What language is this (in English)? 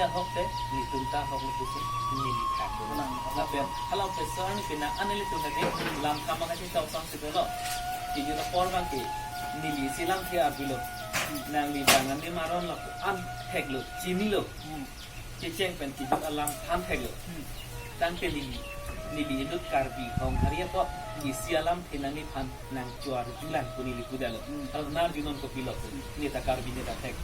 Karbi